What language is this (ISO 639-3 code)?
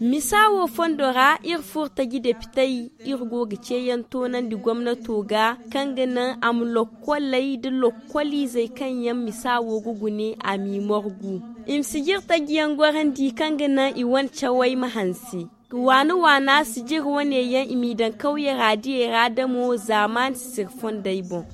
dje